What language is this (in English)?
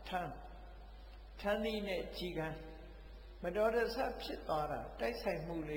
Burmese